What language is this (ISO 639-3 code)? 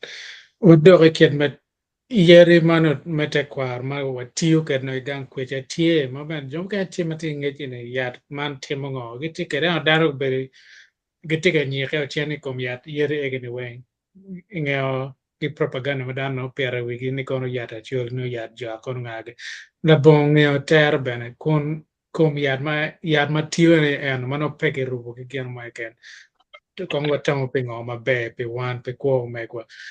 ach